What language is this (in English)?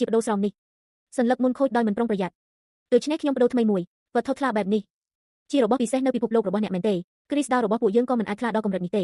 Khmer